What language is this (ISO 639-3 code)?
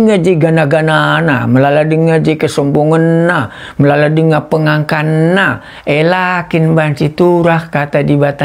btx